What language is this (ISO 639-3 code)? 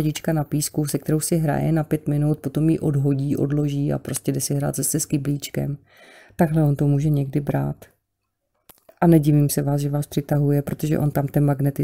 ces